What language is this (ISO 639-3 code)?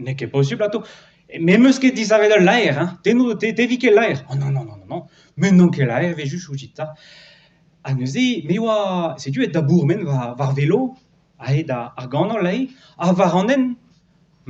bre